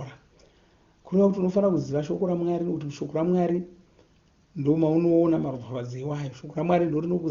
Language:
Shona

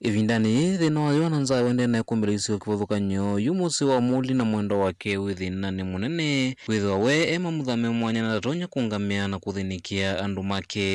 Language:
Kamba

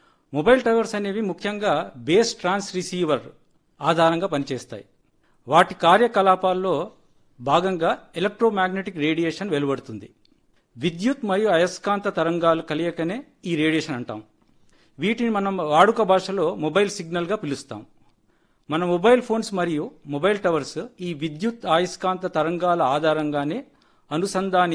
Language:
Telugu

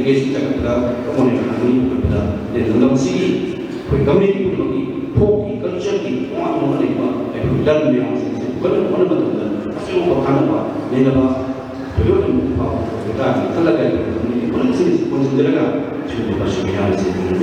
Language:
Manipuri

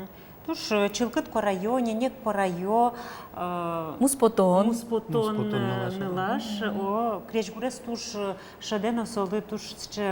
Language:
Udmurt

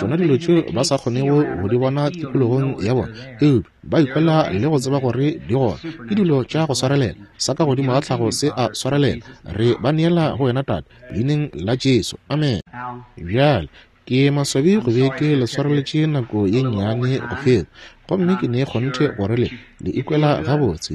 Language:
Northern Sotho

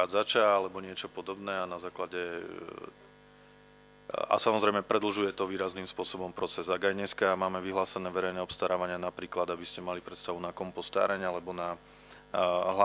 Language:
Slovak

